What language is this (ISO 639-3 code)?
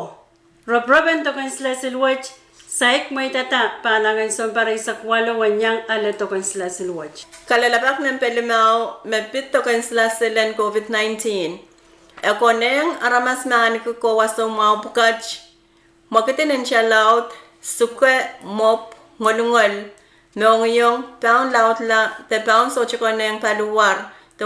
pon